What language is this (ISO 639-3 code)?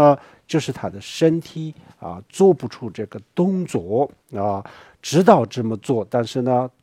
zho